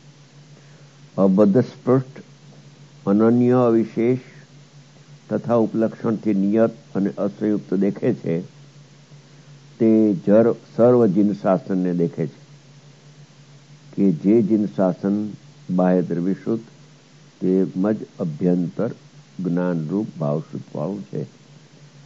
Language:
Gujarati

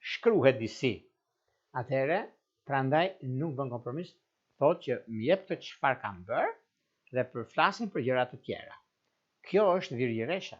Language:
Albanian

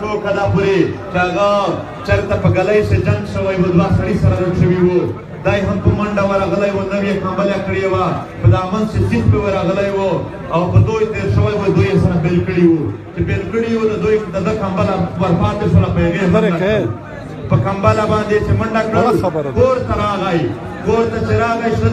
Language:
Pashto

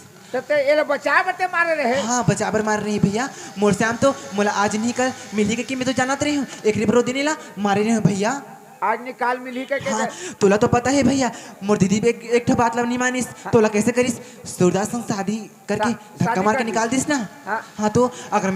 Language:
Chhattisgarhi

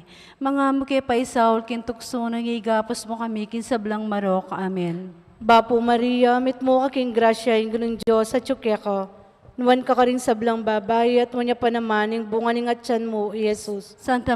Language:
Pampanga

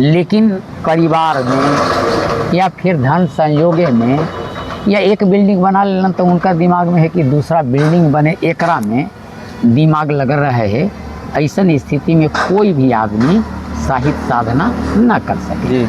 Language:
Magahi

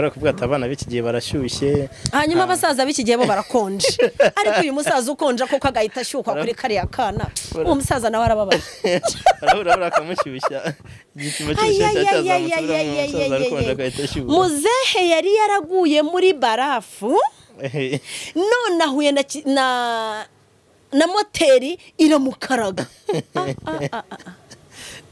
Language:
Kinyarwanda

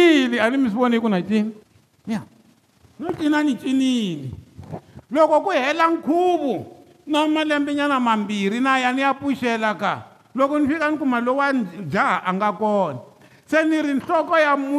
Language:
Tsonga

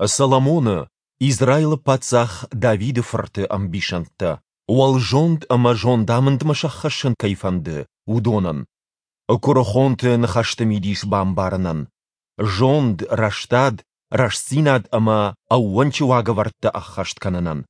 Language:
Ossetic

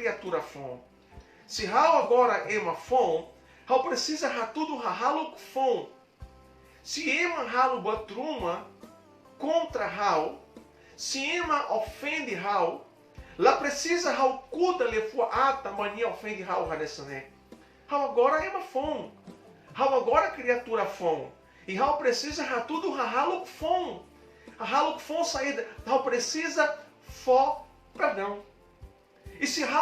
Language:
Tetum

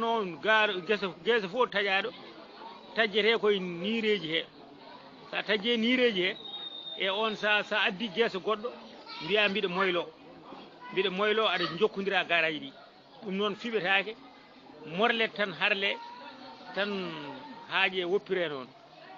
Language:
Fula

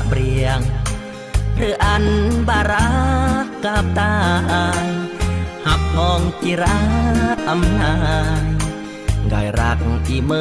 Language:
Khmu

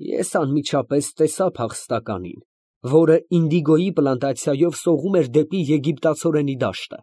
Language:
Armenian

